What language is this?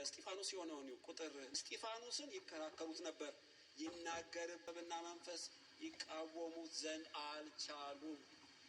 Amharic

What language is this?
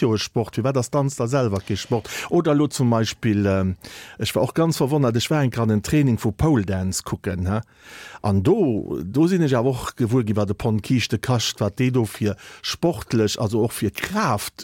Luxembourgish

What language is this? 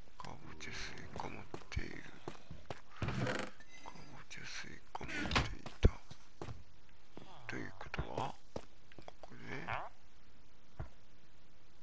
Japanese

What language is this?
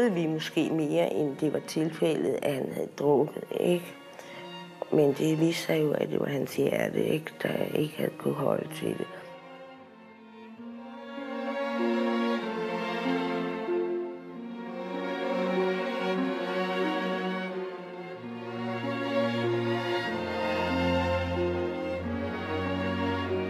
Danish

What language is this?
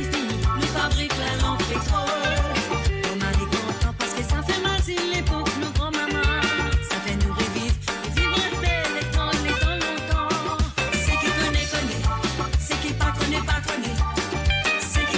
Morisyen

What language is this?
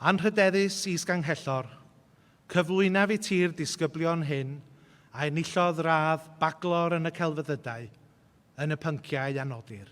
Welsh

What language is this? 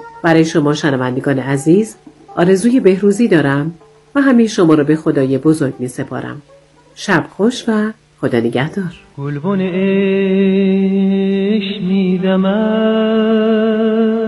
Persian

